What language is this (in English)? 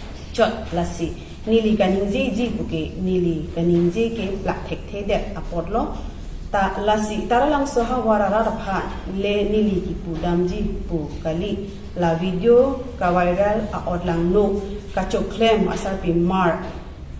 Karbi